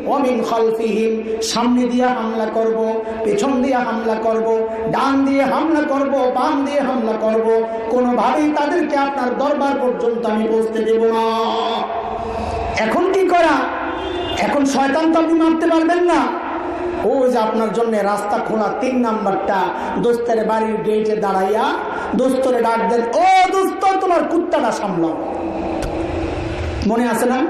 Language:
Bangla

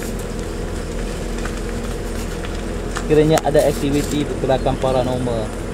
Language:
Malay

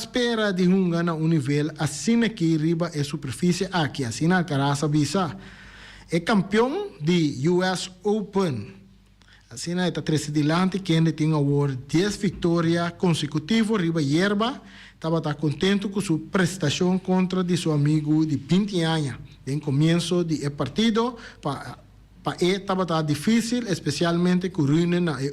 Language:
Papiamento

